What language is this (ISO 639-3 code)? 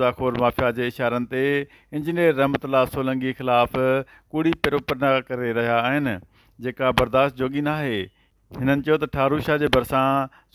snd